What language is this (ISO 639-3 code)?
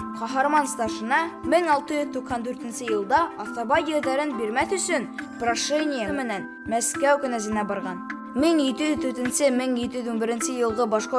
bak